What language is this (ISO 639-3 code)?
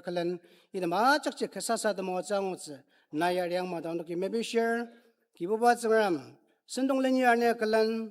njo